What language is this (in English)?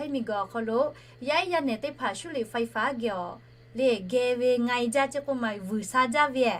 Lahu